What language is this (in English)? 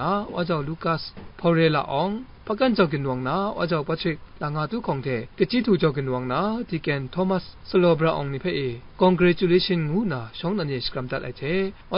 Kachin